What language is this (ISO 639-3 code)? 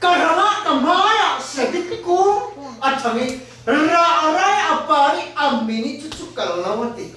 cfm